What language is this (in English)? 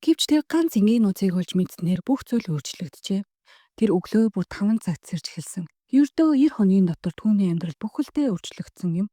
Mongolian